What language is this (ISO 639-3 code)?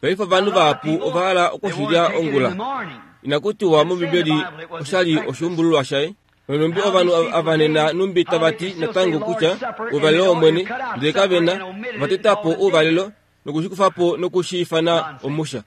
kua